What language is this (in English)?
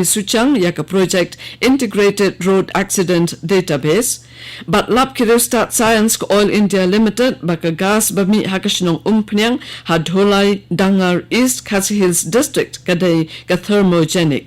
Khasi